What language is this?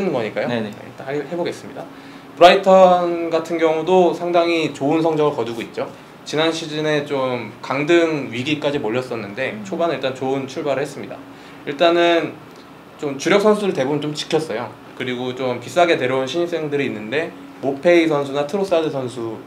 Korean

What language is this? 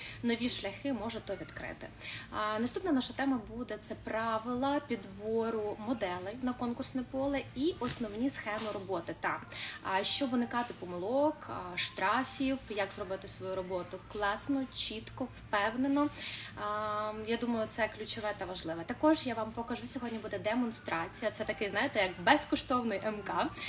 Ukrainian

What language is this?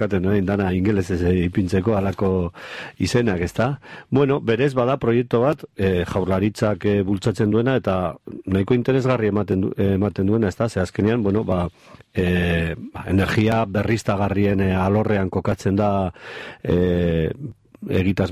Basque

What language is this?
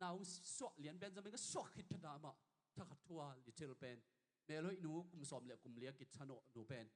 Tedim Chin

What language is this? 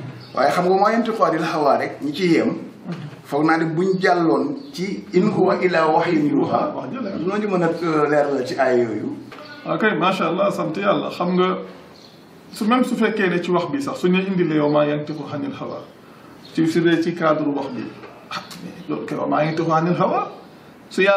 Wolof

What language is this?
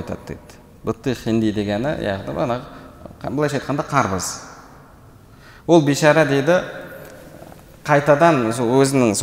Kazakh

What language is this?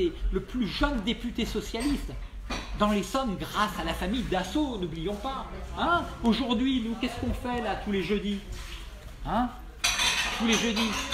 French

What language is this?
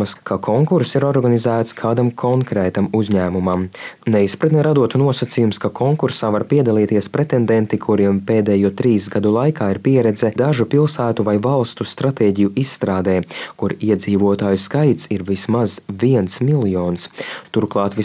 Latvian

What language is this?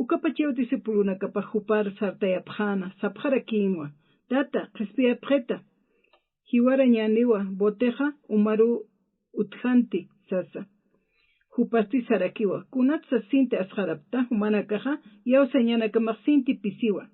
Aymara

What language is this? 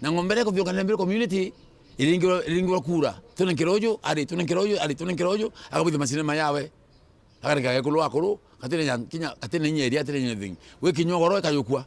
Meru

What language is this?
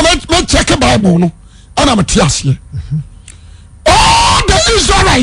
Akan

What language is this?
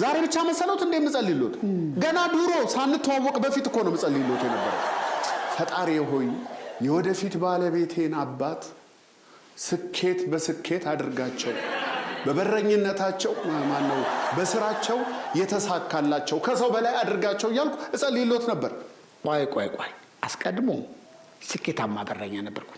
Amharic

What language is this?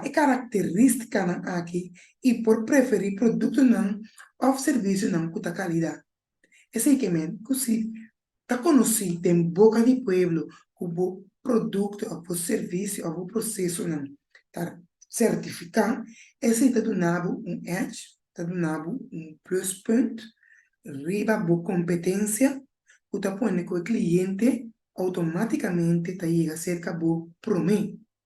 Papiamento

